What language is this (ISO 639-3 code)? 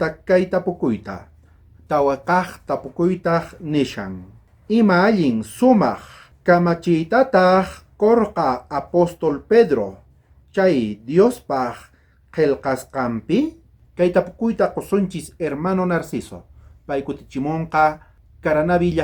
quh